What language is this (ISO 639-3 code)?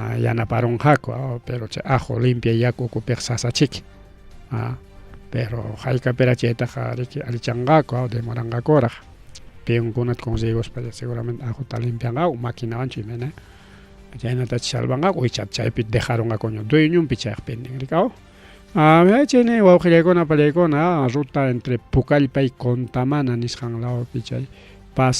quy